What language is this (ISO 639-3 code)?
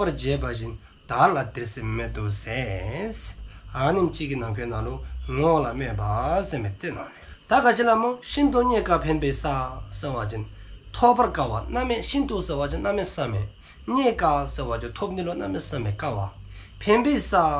dzo